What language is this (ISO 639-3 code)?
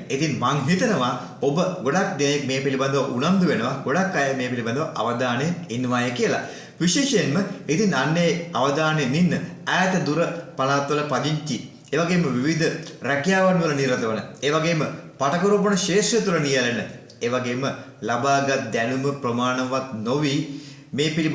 sin